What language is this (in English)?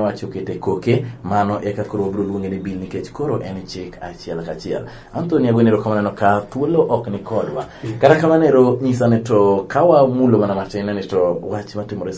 Luo (Kenya and Tanzania)